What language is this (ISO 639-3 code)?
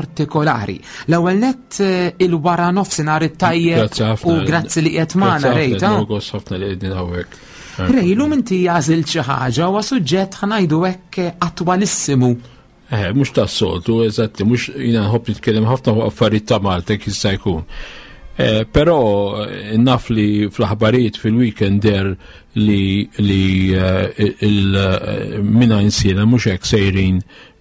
mlt